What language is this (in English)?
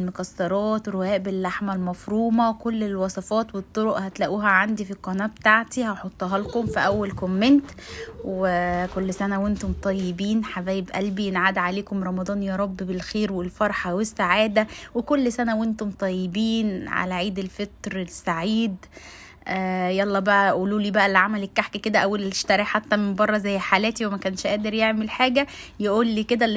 Egyptian Arabic